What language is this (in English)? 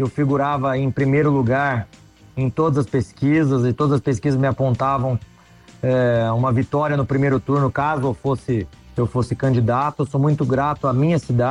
Portuguese